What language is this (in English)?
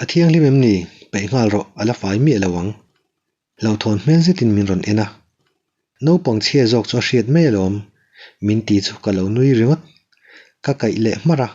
Mizo